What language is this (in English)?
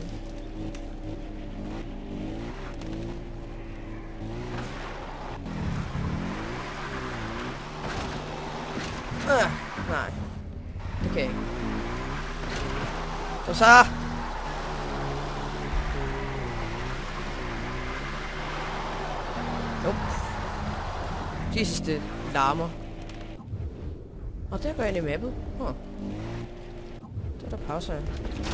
Danish